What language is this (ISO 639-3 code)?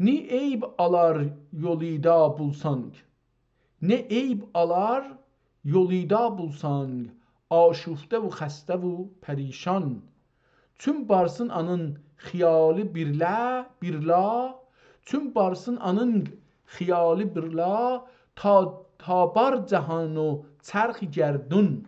azb